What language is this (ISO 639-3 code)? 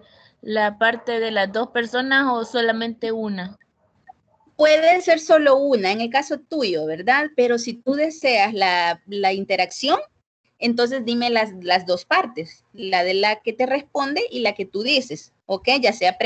spa